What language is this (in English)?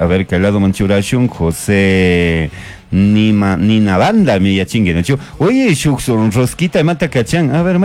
Chimborazo Highland Quichua